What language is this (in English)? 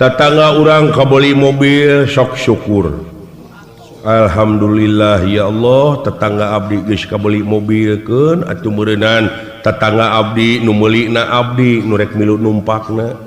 Sundanese